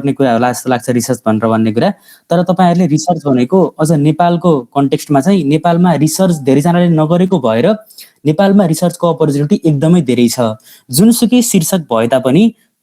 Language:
Nepali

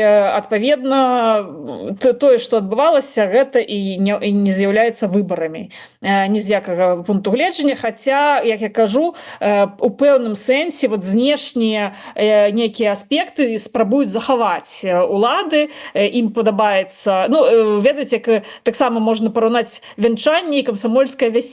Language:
Belarusian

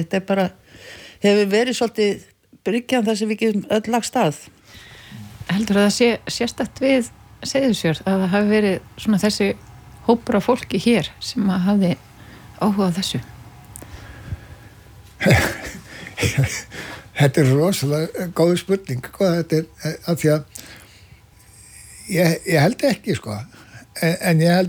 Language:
Icelandic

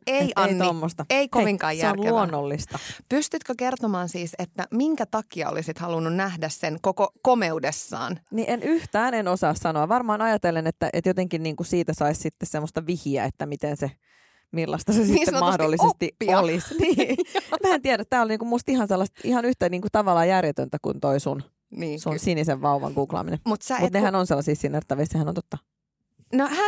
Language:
Finnish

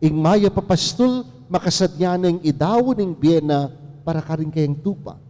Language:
Pampanga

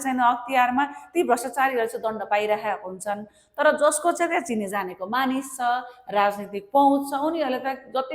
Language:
Nepali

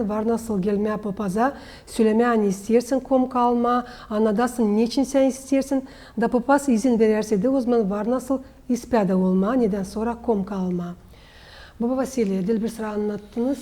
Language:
Gagauz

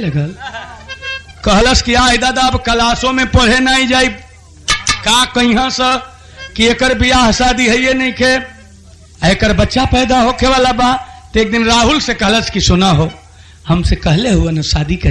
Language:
Bhojpuri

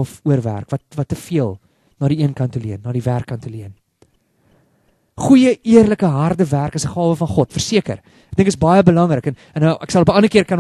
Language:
Afrikaans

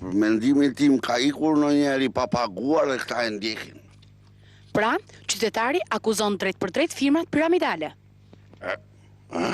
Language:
Albanian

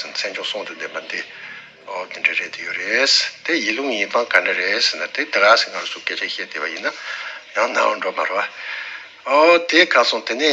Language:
Tibetan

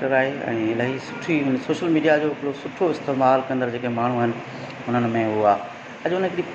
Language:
Sindhi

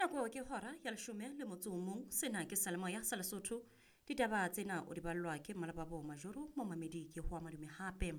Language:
Southern Sotho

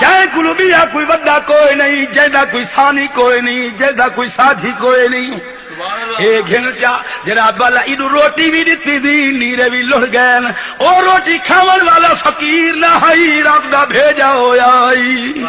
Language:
Saraiki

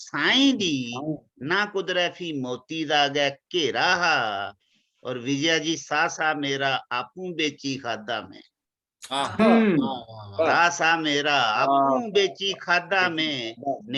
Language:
Dogri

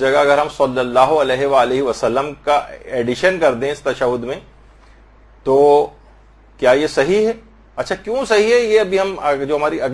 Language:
Urdu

